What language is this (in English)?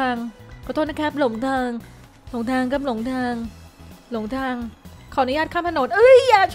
Thai